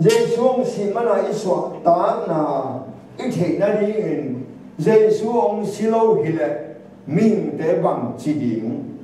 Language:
Tedim Chin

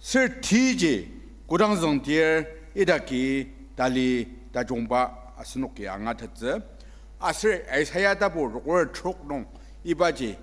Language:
Ao Naga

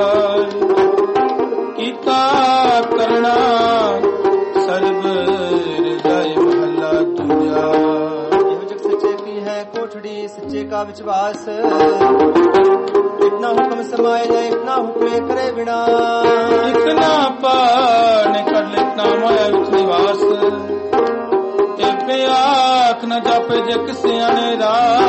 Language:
Punjabi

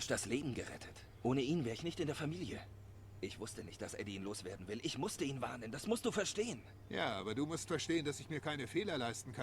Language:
Swiss German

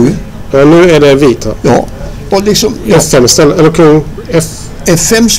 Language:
Swedish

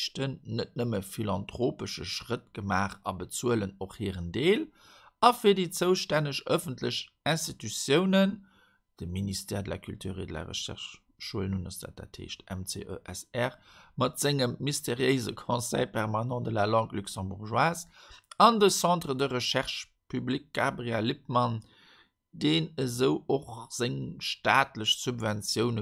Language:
Luxembourgish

